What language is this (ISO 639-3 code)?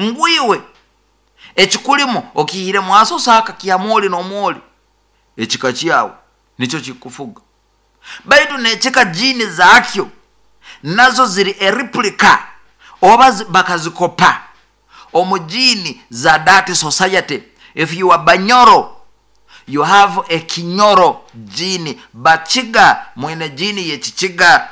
nyo